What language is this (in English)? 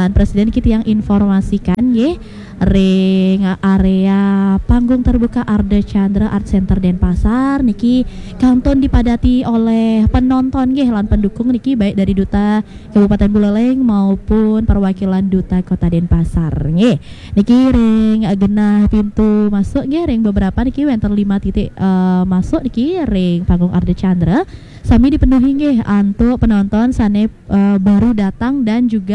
Balinese